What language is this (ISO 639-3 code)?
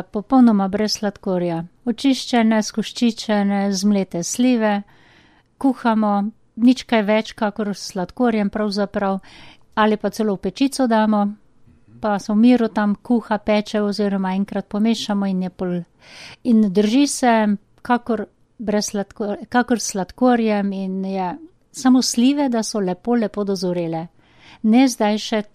slv